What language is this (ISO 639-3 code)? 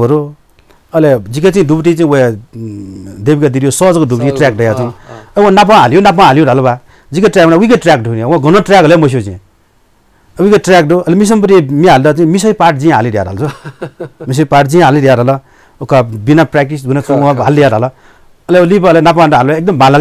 new